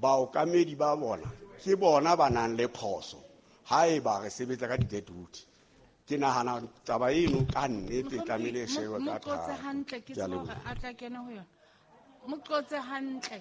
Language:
Southern Sotho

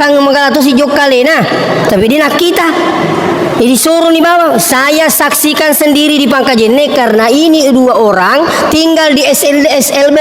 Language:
Buginese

